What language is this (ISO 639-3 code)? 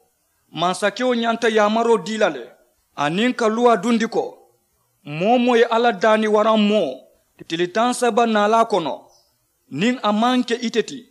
man